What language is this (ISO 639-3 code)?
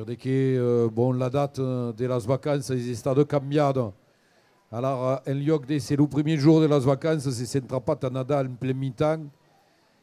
oci